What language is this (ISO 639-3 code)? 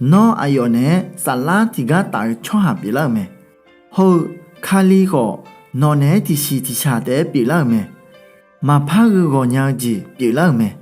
ahk